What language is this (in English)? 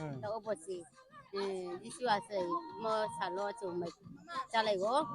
Riang (India)